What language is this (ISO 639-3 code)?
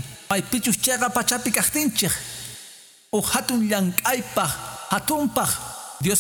que